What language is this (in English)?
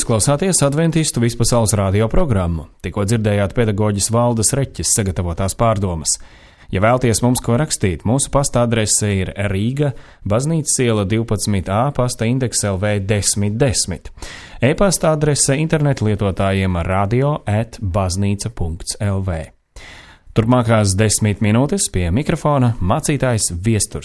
Latvian